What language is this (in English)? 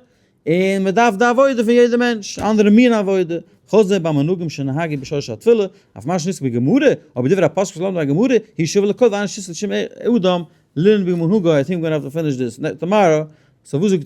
Yiddish